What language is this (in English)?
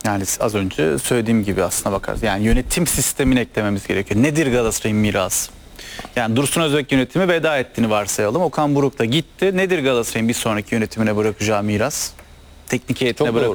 Turkish